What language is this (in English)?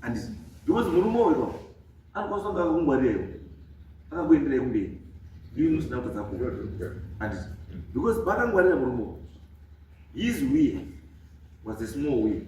Shona